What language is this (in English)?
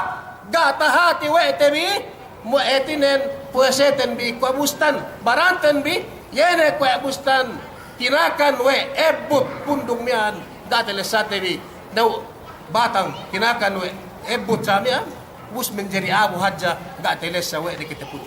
Yakan